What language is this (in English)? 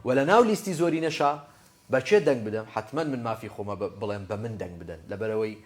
Central Kurdish